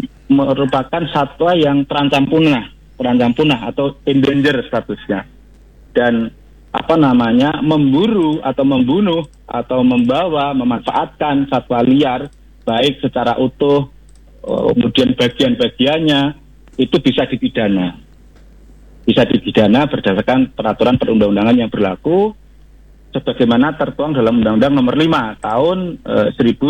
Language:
Indonesian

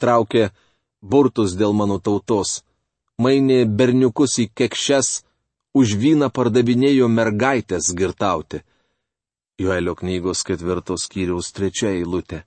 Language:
Lithuanian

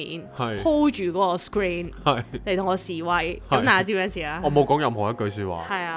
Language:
Cantonese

